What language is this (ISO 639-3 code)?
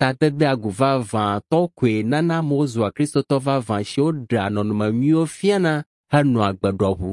ewe